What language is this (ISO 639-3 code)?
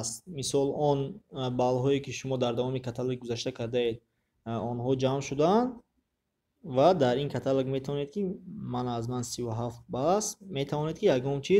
tgk